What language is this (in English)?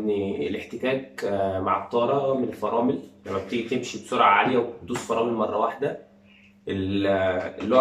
Egyptian Arabic